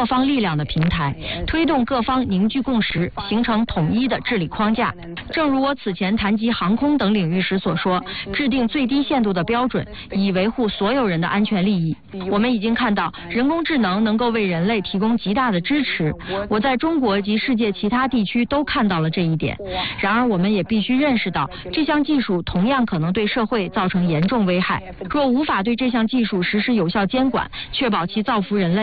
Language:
Chinese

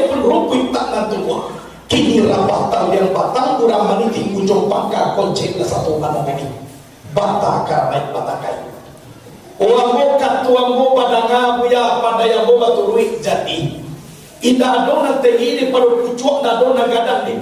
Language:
Minangkabau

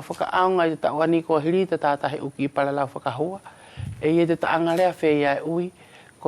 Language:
Wallisian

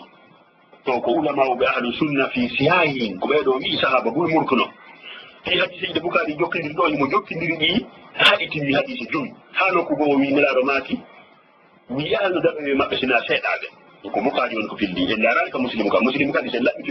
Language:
Fula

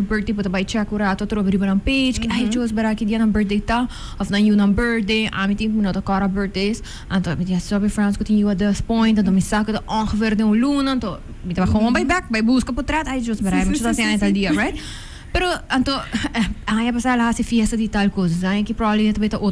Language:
Papiamento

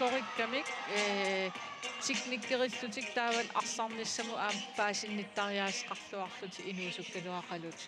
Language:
Kalaallisut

